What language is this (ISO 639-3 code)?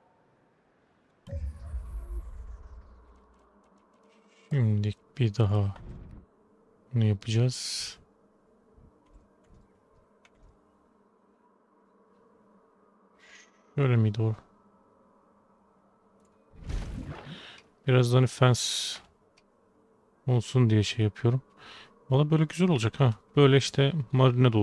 tur